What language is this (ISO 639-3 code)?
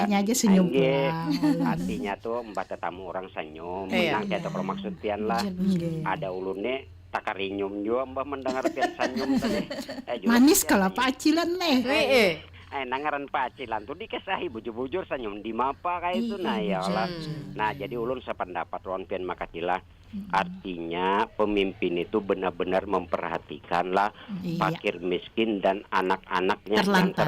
bjn